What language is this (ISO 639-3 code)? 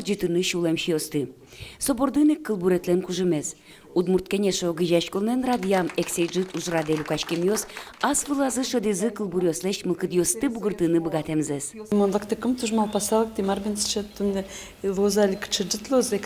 udm